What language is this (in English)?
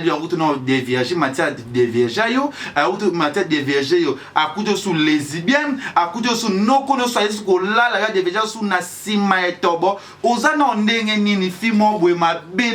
Lingala